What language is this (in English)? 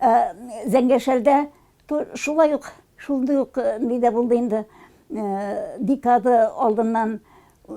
Tatar